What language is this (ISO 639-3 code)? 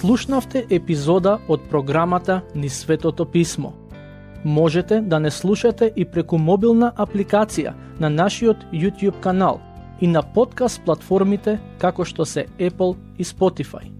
mkd